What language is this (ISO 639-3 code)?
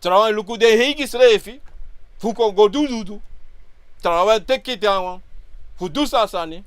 srn